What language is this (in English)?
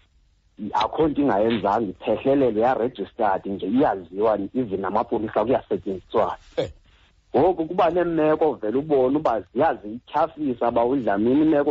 Xhosa